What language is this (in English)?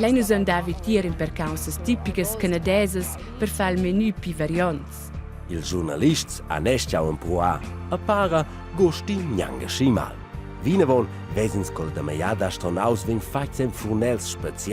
Romansh